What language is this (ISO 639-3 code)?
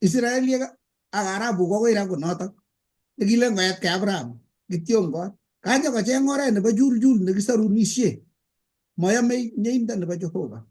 kln